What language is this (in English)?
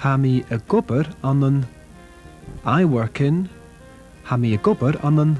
Scottish Gaelic